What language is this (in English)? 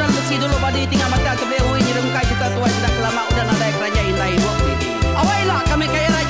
Iban